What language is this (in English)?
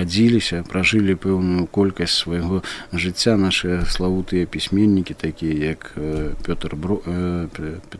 Belarusian